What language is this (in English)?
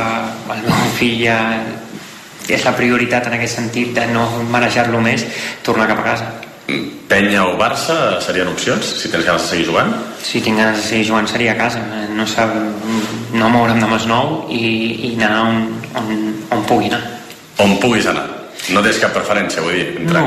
Catalan